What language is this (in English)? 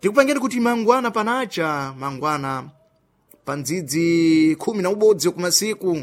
Sena